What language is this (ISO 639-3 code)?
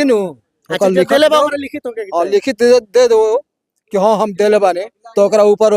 bho